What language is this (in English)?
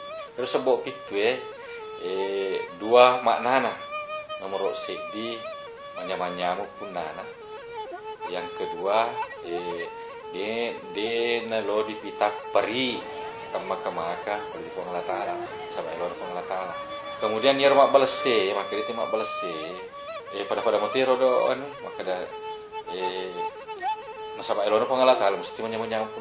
Buginese